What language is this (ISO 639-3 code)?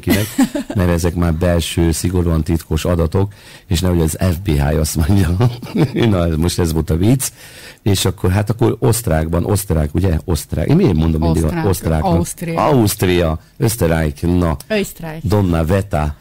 hun